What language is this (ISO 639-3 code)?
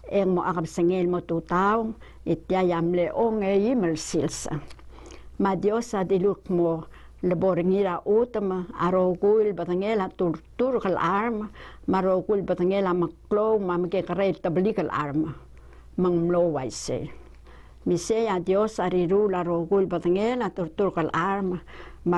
pau